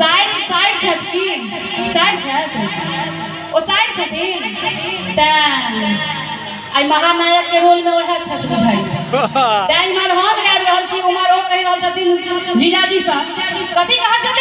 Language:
Maithili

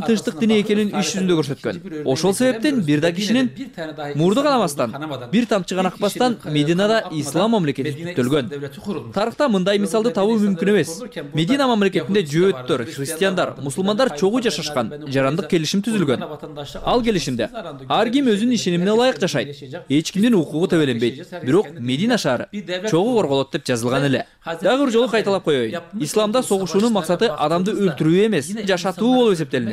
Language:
Kyrgyz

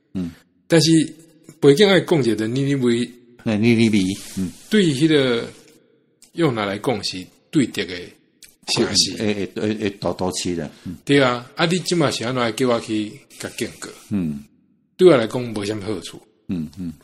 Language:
Min Nan Chinese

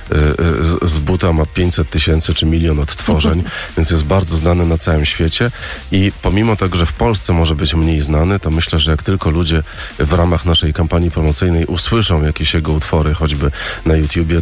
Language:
Polish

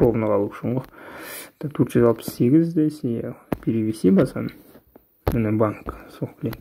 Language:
Kazakh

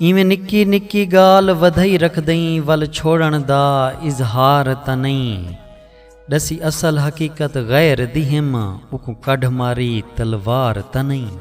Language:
Saraiki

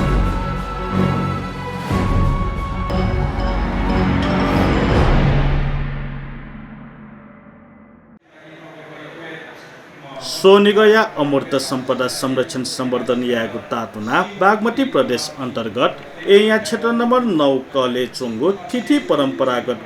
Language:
Newari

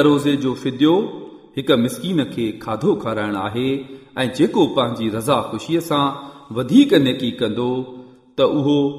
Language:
Sindhi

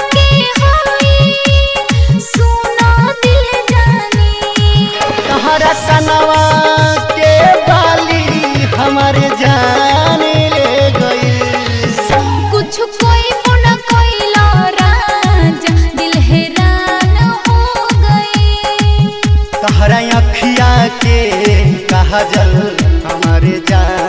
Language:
Bhojpuri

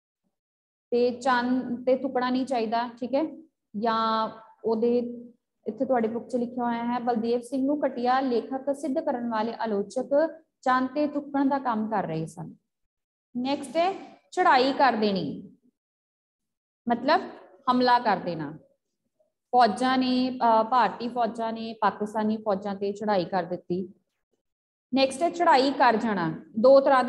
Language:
Punjabi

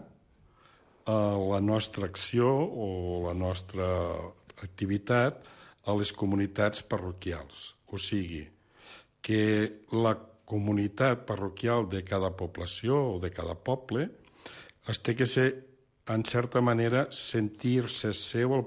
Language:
Catalan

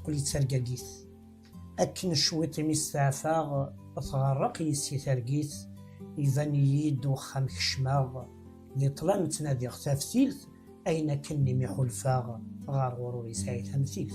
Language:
Kabyle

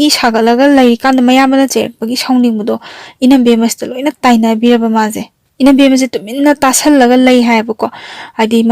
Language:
Manipuri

